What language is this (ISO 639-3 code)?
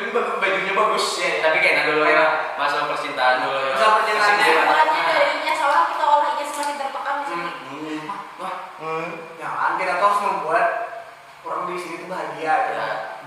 bjn